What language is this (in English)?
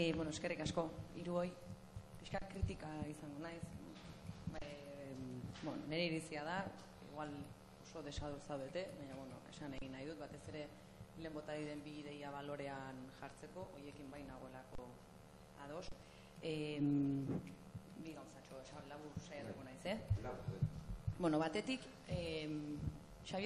Basque